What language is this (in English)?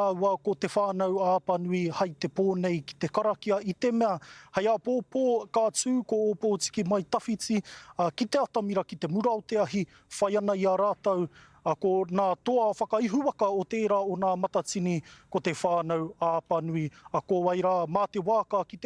Māori